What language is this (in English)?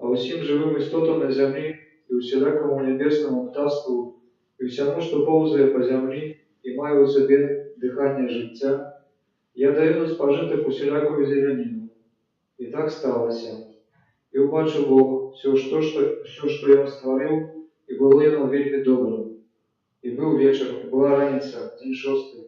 Belarusian